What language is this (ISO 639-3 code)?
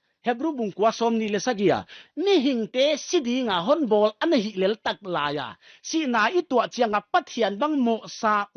pck